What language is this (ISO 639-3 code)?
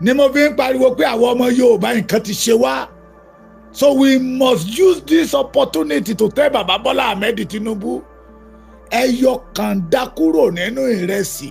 yor